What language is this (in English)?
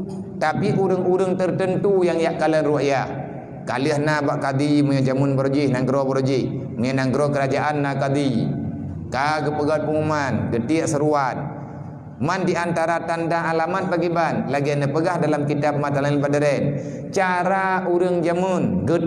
Achinese